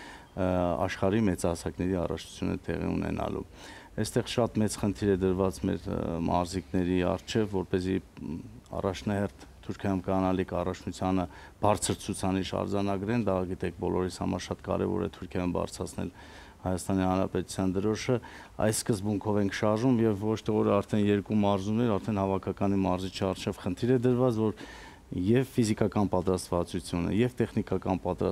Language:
Armenian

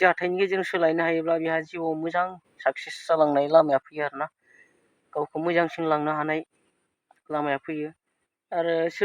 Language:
Bodo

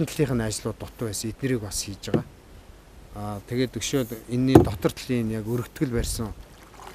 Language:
Mongolian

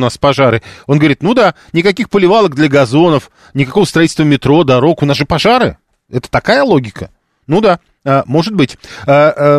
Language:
Russian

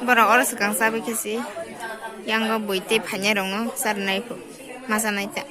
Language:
Kok Borok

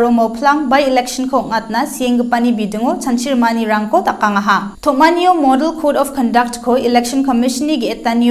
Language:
Garo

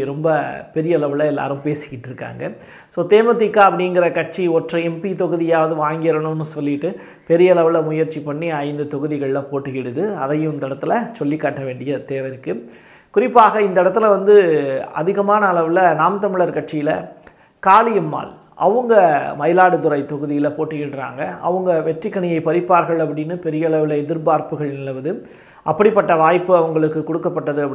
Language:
Tamil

